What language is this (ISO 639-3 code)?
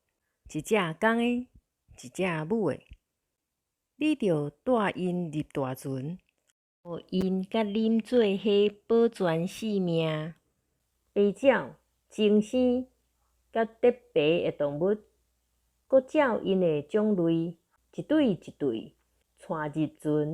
nan